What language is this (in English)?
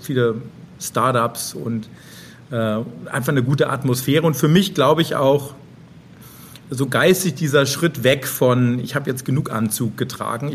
German